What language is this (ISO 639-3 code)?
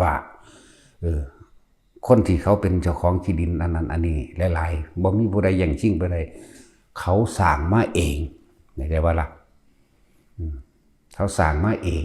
tts